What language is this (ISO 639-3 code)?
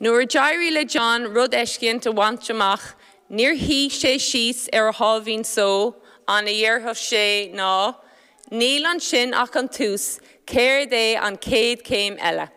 gle